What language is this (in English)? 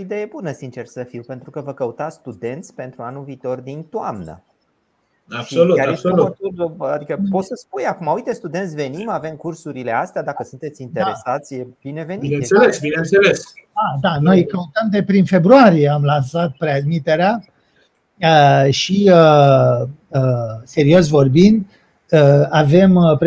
Romanian